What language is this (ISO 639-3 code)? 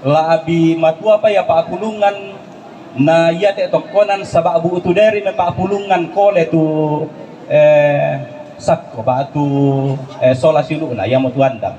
sda